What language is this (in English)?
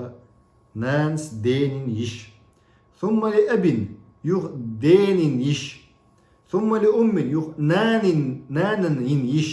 Chechen